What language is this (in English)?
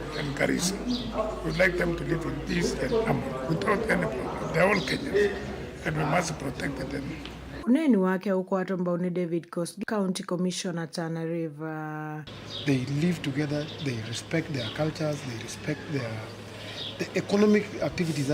Kamba